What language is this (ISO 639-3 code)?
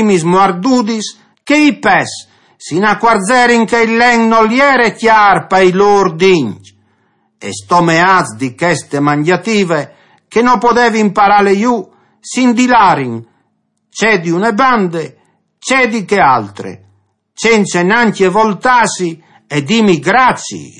fur